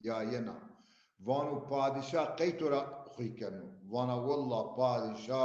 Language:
Zaza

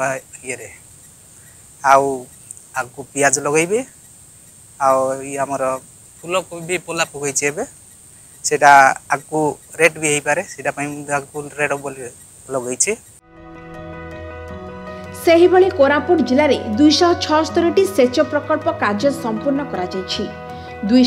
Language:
Odia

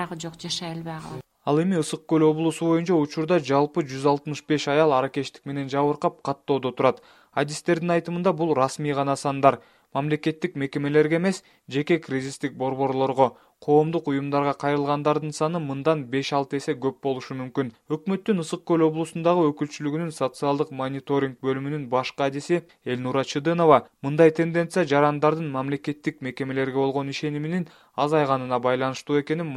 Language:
Kyrgyz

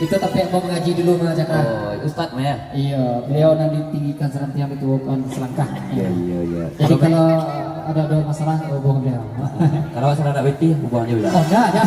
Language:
Minangkabau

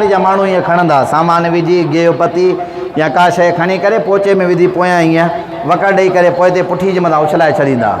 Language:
Sindhi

